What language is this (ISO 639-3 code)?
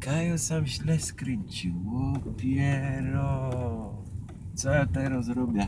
szl